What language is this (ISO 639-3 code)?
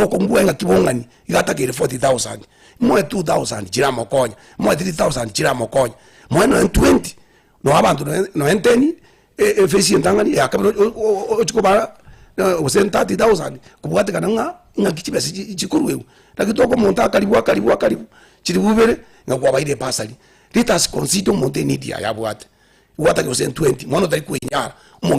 guz